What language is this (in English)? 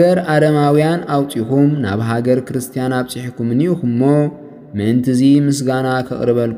Tigrinya